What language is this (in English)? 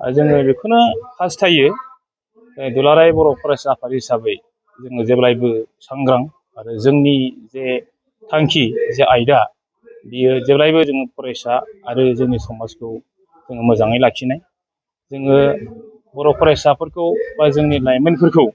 Bodo